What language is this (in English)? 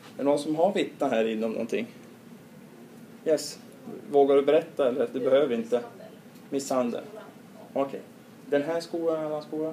Swedish